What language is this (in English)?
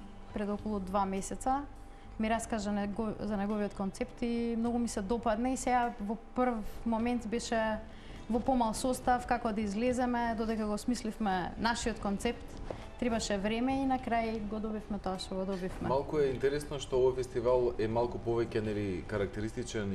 Macedonian